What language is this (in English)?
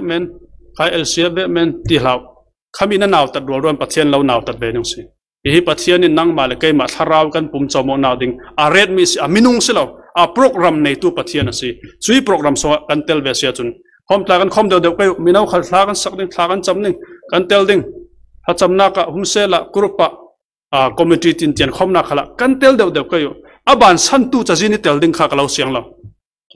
Falam Chin